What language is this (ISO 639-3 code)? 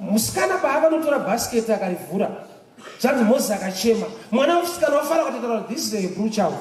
sna